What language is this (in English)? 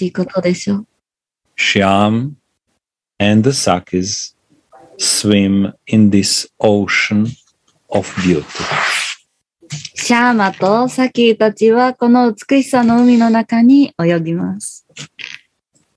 Japanese